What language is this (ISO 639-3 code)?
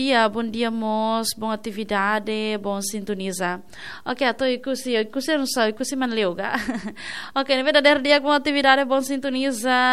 tet